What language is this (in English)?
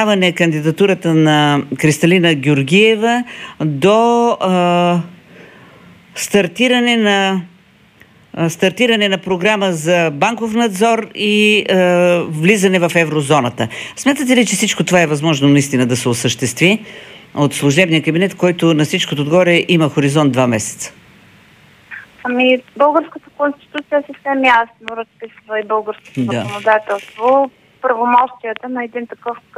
Bulgarian